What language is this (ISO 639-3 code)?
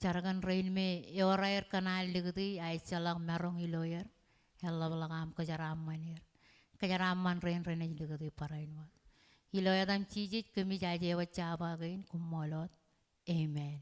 mah